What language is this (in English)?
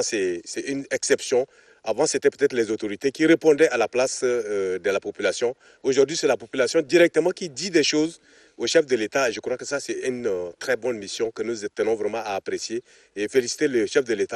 French